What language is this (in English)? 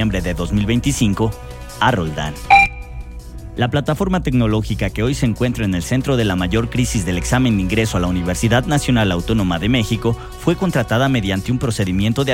Spanish